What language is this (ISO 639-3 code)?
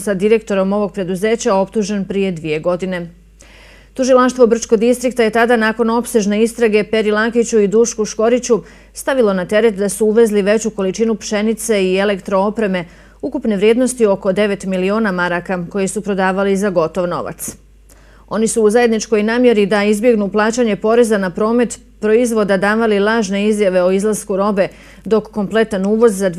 bos